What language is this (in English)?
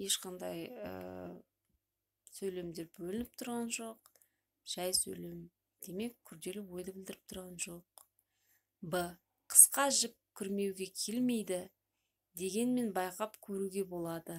Kazakh